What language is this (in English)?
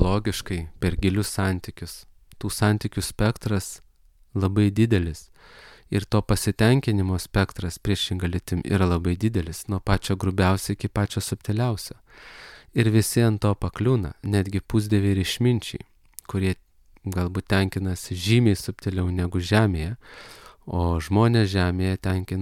Lithuanian